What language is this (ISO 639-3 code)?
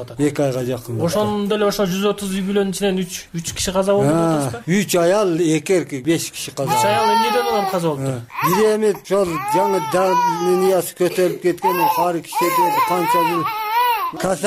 kir